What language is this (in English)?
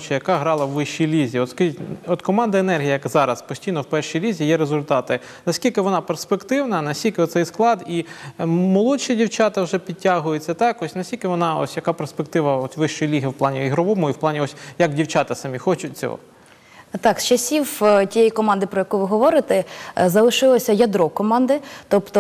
Ukrainian